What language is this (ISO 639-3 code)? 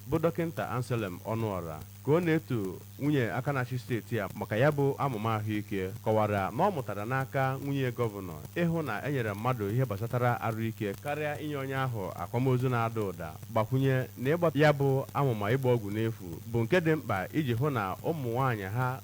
ibo